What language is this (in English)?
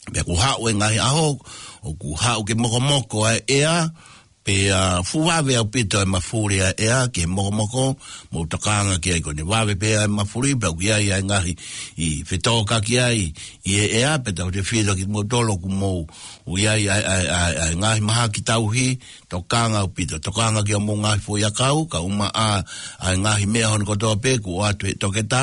Tongan